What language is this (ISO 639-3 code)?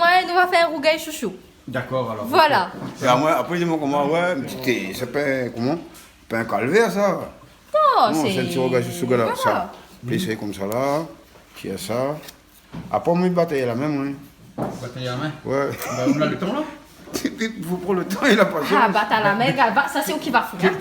rcf